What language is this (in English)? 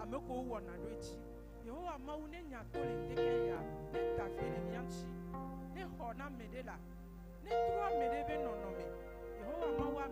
Ewe